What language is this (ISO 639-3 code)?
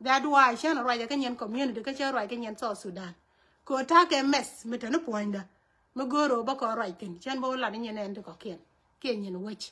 nus